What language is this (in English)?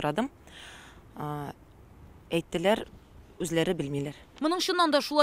Tatar